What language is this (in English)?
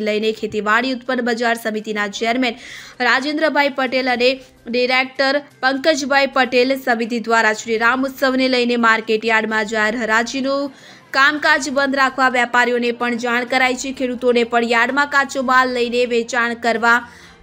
Gujarati